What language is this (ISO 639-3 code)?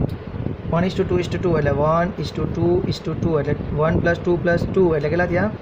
guj